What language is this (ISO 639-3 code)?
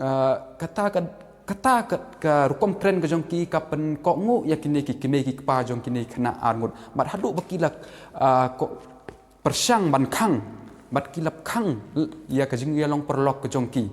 kha